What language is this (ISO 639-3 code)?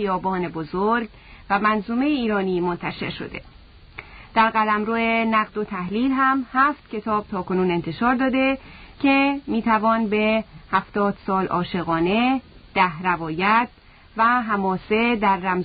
fas